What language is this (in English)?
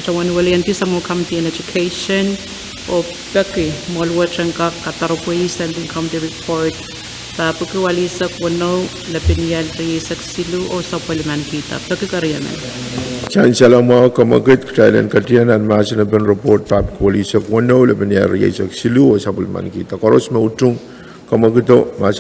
Pohnpeian